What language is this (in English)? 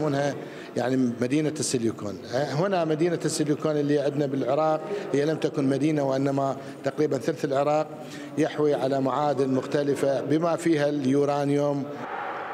Mesopotamian Arabic